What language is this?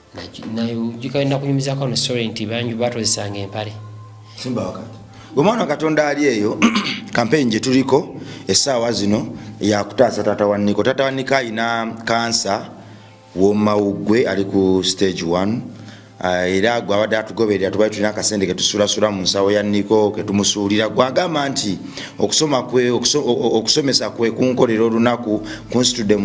Ganda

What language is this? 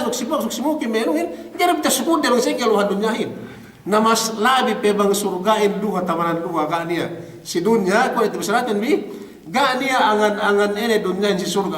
Yakan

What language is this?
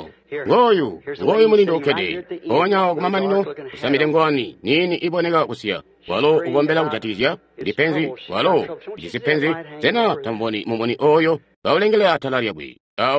Tonga (Zambia)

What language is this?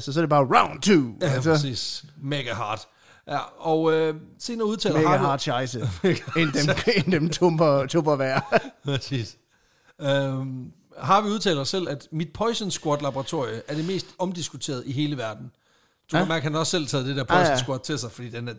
Danish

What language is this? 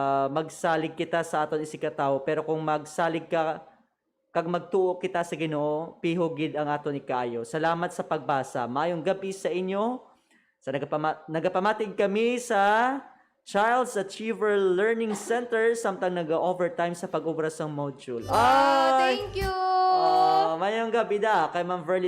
Hiligaynon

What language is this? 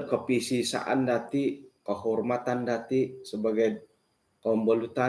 Central Dusun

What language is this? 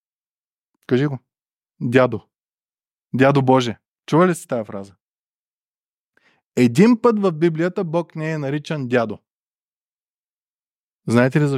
Bulgarian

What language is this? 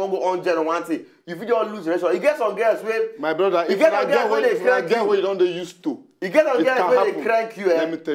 Nigerian Pidgin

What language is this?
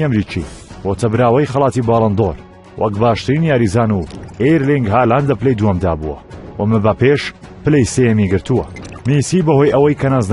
Central Kurdish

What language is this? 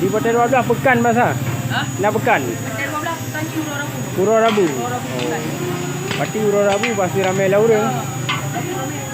Achinese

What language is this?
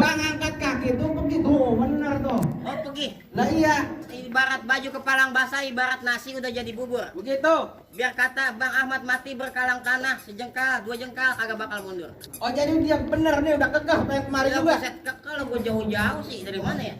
Betawi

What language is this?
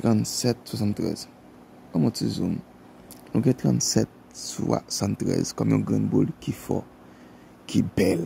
Haitian Creole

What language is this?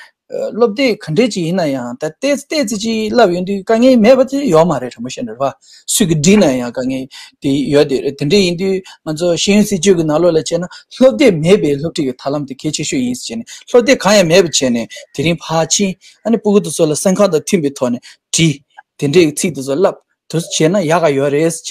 Tibetan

